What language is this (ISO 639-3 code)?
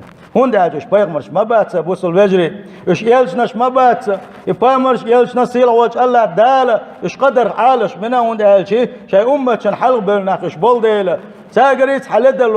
che